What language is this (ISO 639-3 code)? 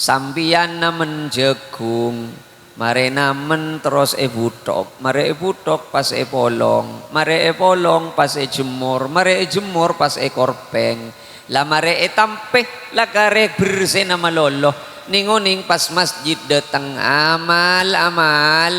mad